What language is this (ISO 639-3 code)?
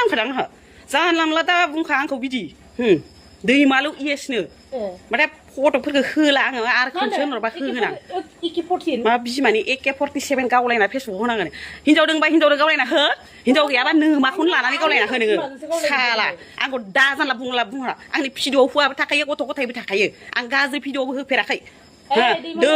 brx